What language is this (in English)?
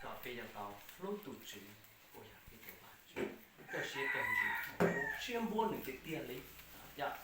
Hmong